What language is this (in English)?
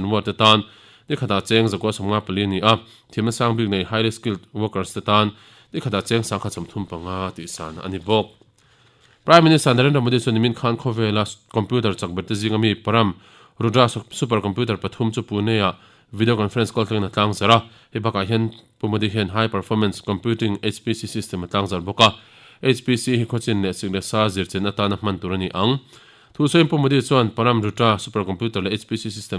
Mizo